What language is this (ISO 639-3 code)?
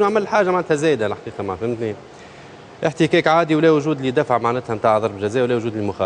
aeb